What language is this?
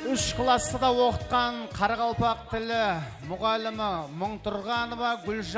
Kara-Kalpak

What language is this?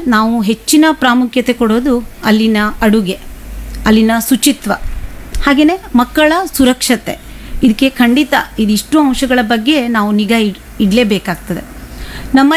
Kannada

